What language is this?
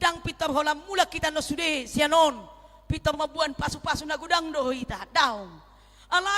Batak Toba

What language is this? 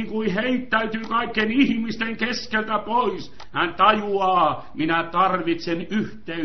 Finnish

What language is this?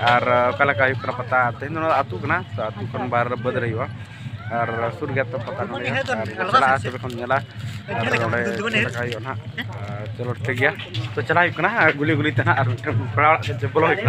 Santali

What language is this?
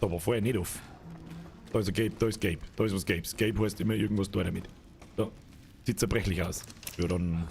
Bavarian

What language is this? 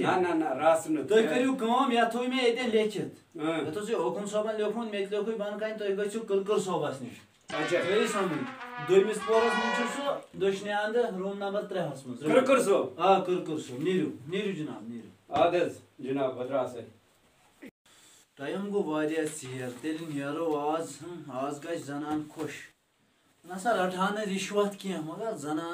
Kashmiri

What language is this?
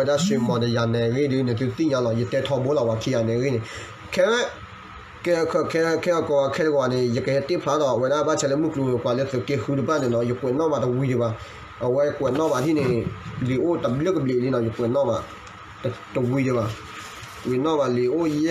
S'gaw Karen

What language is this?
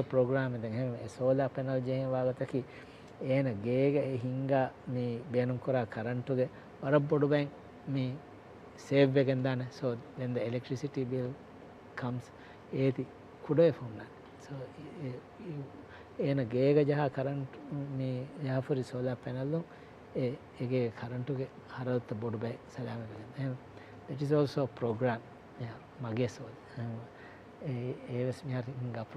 Divehi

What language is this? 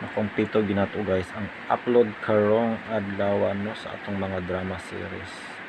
Cebuano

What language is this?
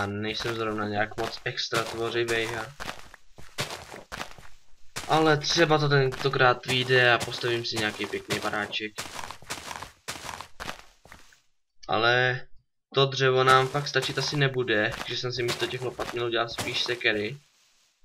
Czech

